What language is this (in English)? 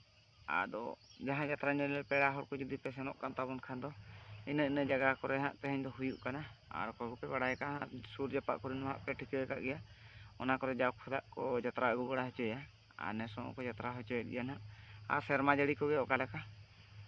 Santali